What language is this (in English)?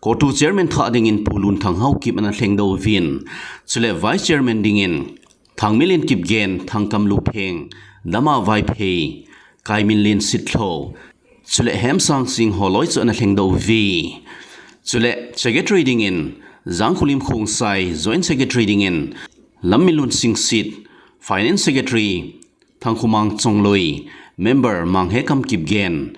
Thado Chin